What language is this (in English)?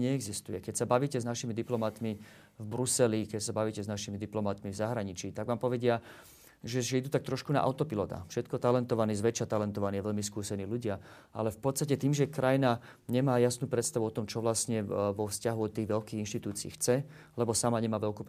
Slovak